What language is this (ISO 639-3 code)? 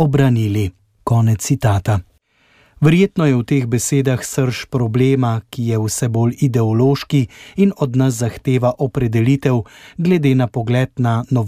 slv